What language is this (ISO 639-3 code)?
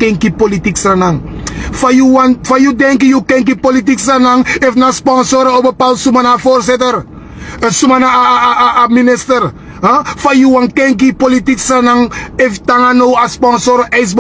srn